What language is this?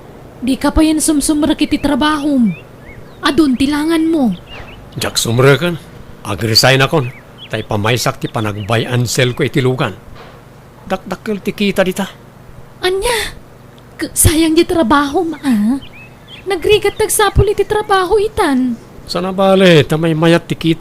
Iloko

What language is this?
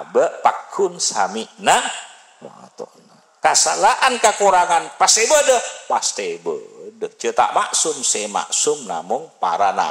Madurese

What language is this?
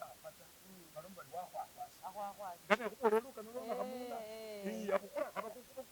Masaaba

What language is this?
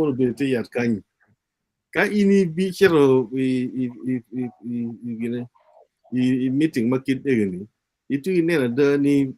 Acoli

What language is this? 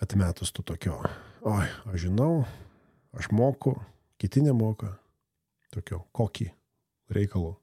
Lithuanian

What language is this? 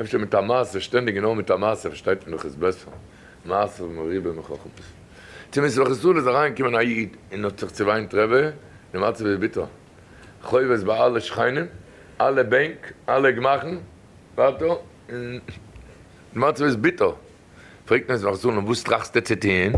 Yiddish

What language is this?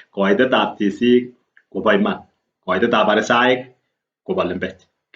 Kalenjin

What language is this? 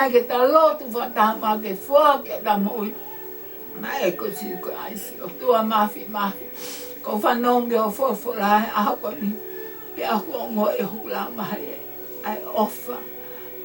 Tongan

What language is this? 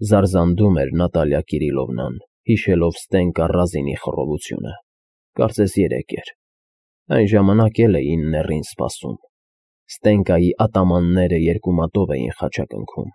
Armenian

